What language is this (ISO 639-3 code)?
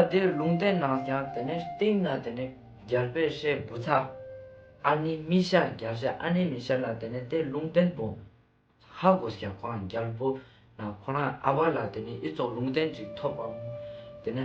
lbj